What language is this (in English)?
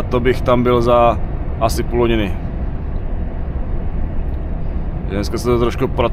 Czech